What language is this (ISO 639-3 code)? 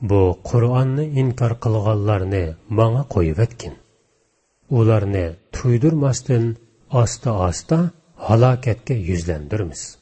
uig